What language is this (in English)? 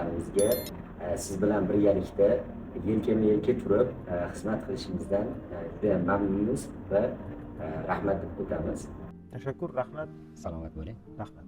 Uzbek